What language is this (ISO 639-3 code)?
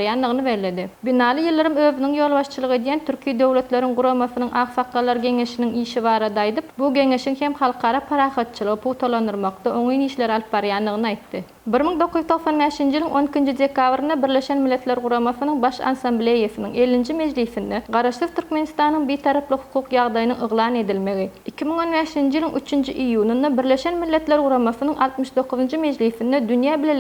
tuk